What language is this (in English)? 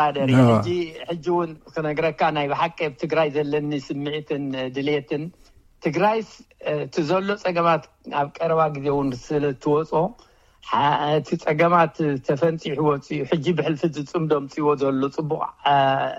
Tigrinya